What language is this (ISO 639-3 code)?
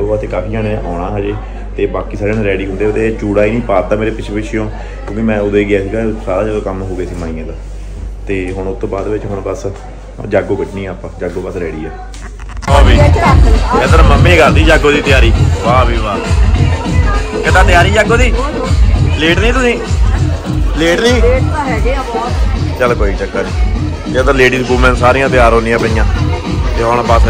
pan